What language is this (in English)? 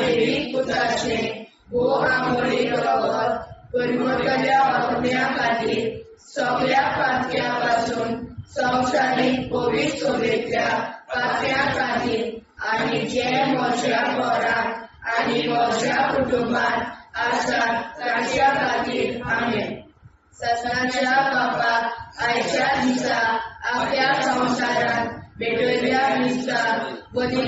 Konkani